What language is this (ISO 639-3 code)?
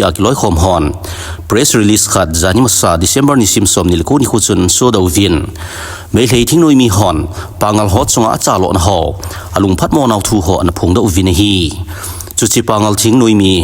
tcz